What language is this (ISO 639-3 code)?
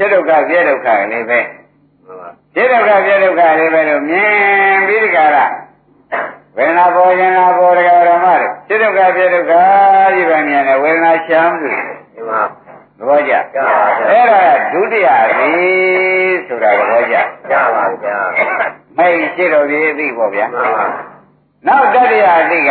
mya